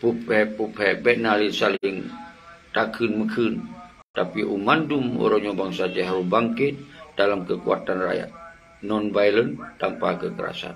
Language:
Achinese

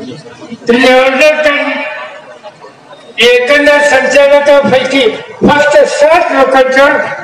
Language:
Marathi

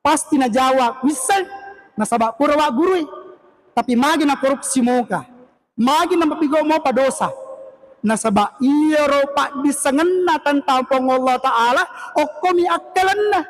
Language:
Buginese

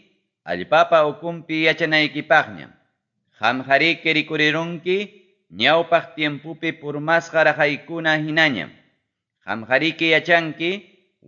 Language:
Ayacucho Quechua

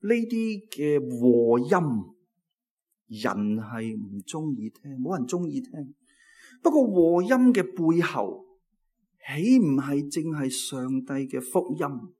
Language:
Cantonese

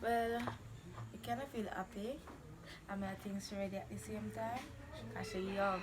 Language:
Jamaican Creole English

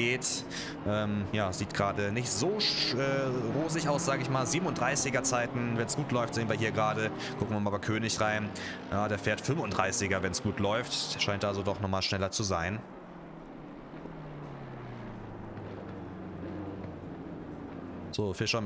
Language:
German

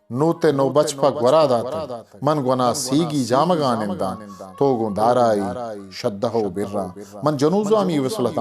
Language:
Eastern Balochi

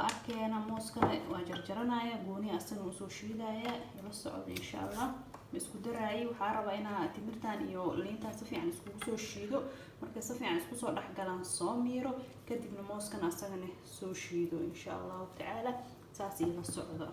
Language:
Somali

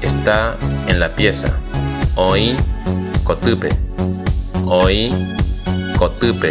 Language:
Guarani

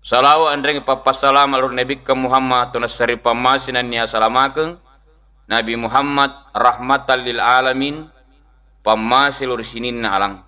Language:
Buginese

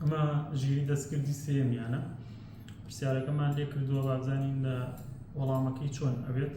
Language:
Central Kurdish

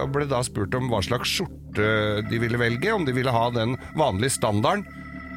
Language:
Norwegian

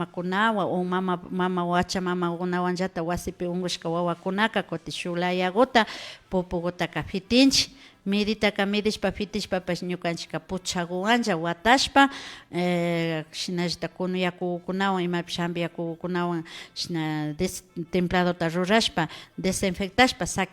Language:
Imbabura Highland Quichua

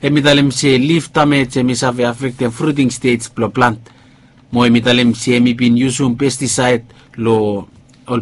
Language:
Bislama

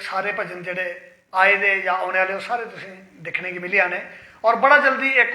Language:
Dogri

